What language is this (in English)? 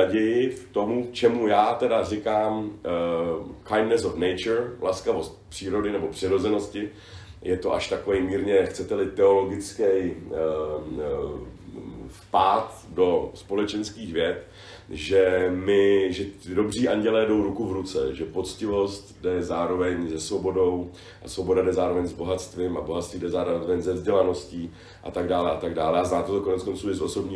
Czech